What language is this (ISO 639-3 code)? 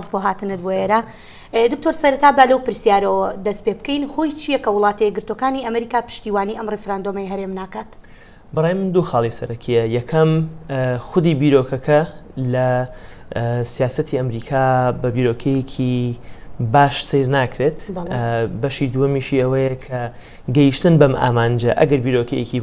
ckb